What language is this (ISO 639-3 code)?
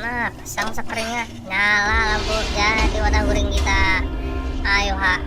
bjn